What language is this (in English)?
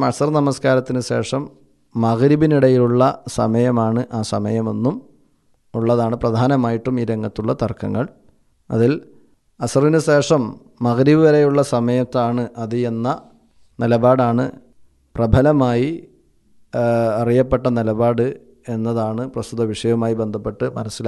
Malayalam